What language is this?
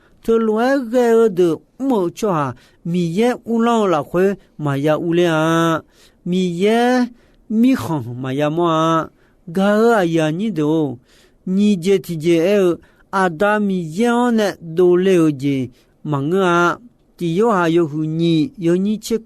Akha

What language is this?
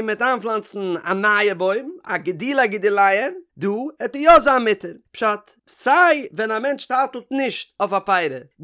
Yiddish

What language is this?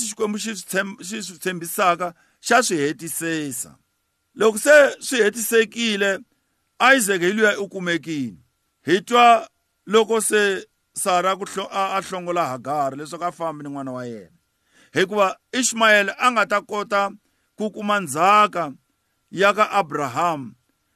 Tsonga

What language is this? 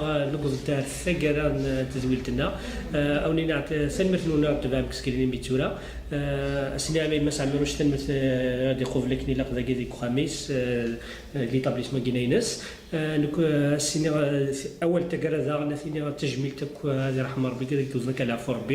Kabyle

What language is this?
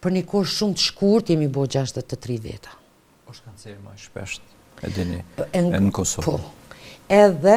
Albanian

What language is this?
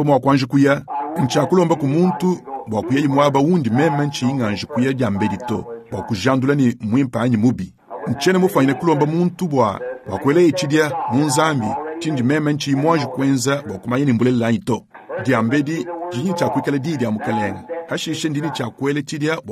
Luba-Lulua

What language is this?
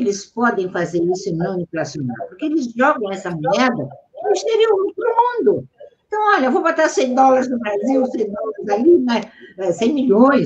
Portuguese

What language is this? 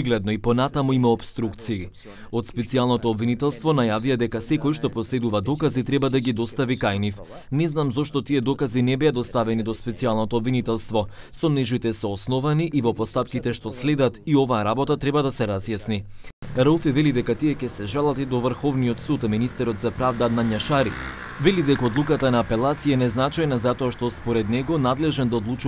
Macedonian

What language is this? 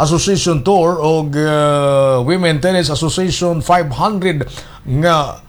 Cebuano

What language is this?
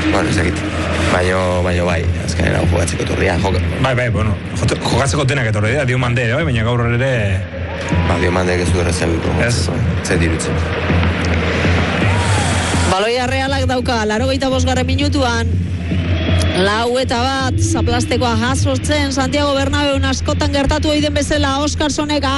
Basque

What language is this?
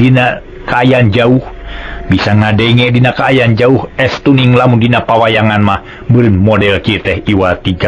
Sundanese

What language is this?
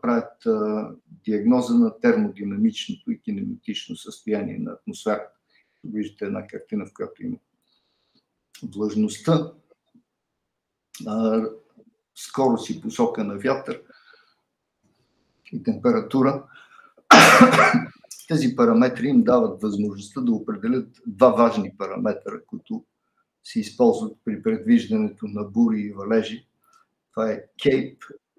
Bulgarian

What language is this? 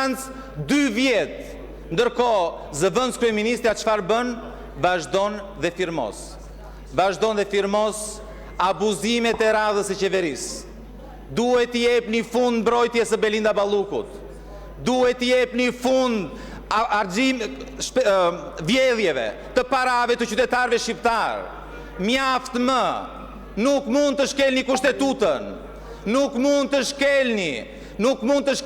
Albanian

